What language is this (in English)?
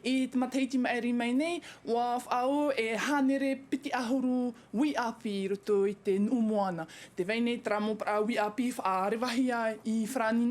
Tahitian